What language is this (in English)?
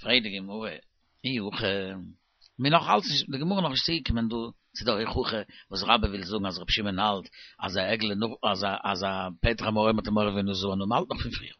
Yiddish